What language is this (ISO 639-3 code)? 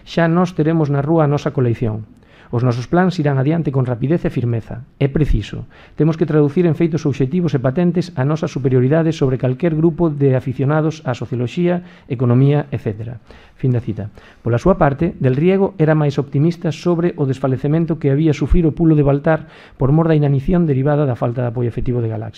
glg